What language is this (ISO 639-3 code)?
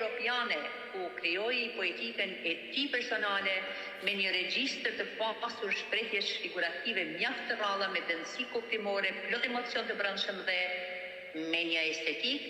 sqi